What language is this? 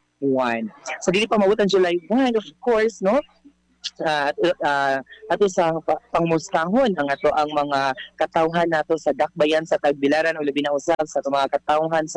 Cebuano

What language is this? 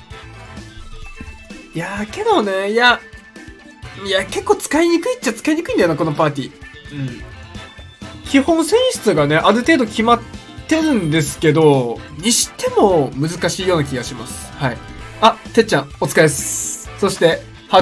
Japanese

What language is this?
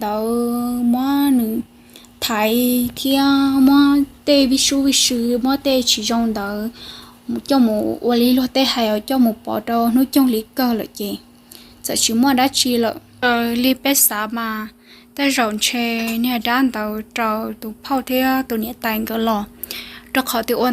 Hmong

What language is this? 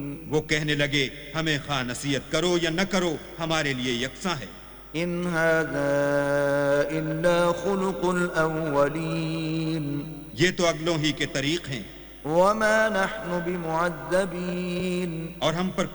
Urdu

